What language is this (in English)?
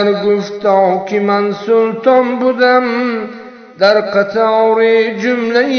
Tajik